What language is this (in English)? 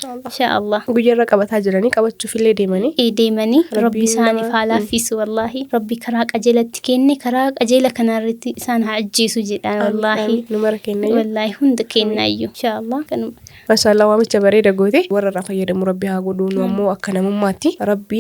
Oromo